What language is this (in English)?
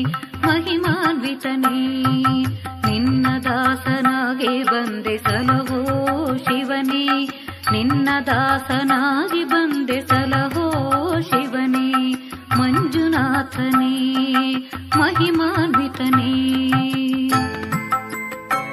Kannada